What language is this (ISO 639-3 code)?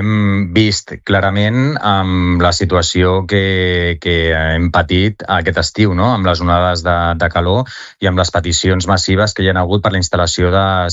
cat